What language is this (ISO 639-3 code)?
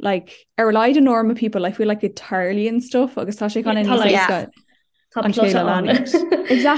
gle